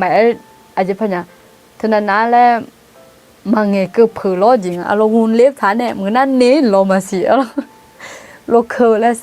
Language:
Akha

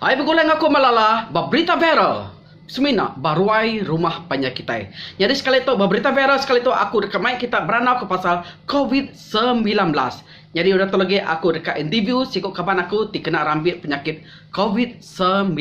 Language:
Iban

